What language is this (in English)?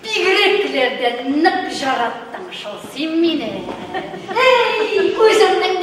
Tatar